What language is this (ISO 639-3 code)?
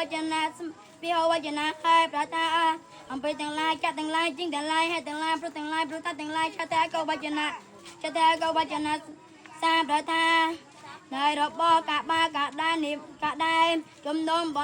khm